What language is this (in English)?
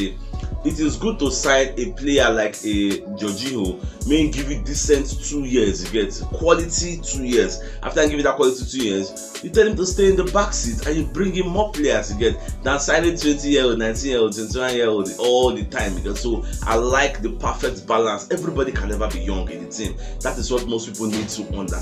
Nigerian Pidgin